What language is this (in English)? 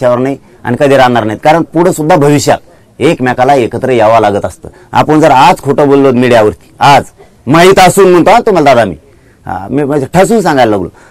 Marathi